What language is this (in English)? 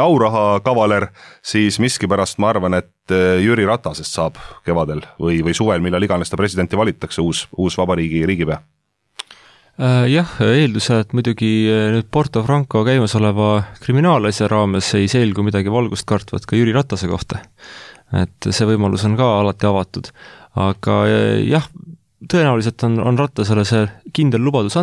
Estonian